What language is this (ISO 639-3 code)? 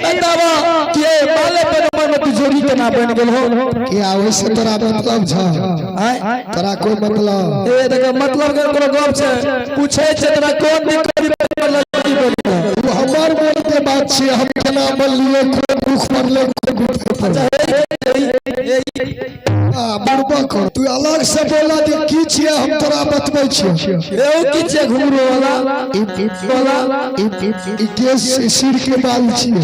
mai